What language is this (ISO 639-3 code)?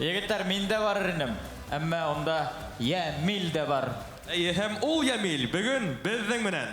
bak